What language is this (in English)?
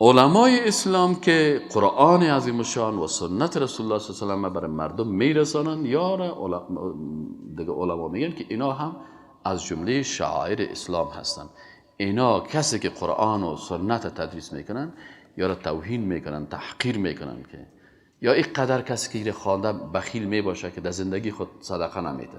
Persian